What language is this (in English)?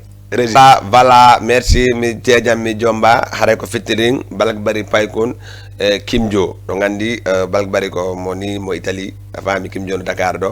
Fula